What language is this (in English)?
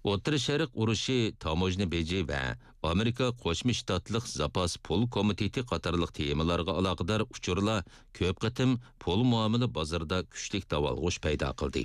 Uyghur